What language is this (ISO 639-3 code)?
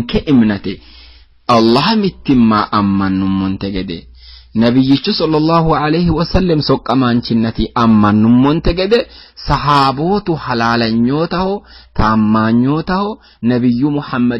sid